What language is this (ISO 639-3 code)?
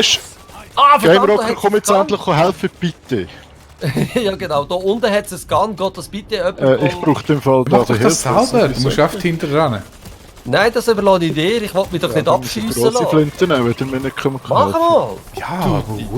gsw